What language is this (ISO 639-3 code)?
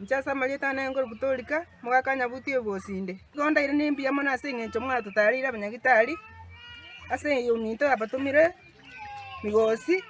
guz